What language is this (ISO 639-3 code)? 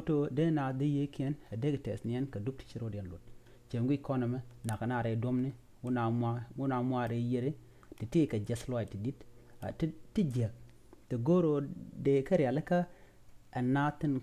nus